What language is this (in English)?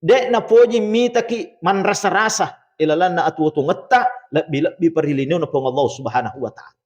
Buginese